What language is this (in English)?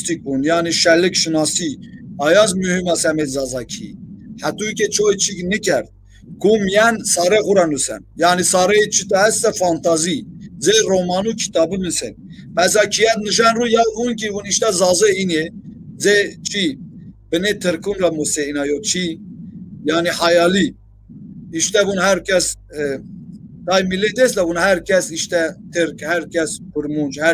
Zaza